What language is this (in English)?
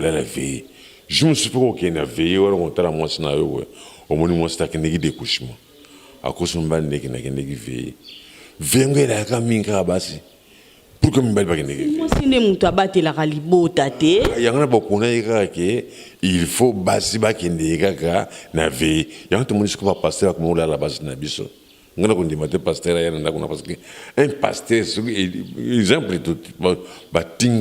Lingala